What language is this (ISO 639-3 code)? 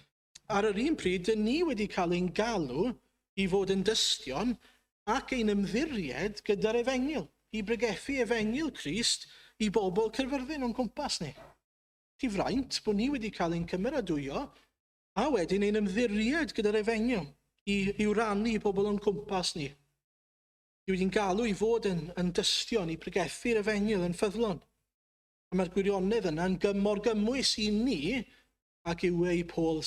cym